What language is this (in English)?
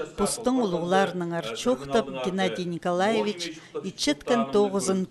Khakas